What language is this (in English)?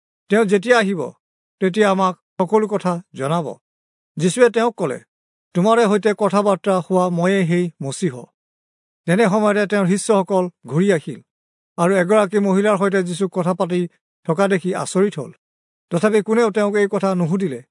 Assamese